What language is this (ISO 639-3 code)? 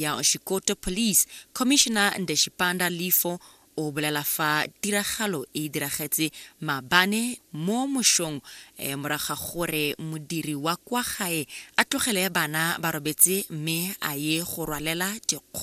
tsn